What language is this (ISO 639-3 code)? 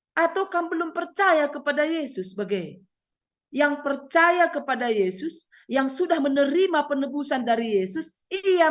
btx